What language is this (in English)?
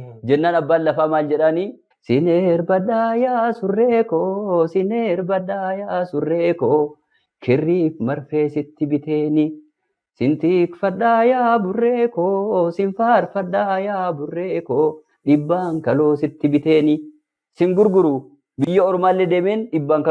Oromo